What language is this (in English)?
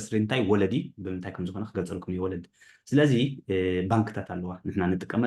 Tigrinya